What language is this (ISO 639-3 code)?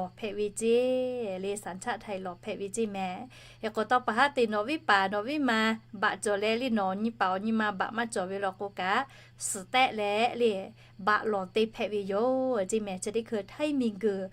lhu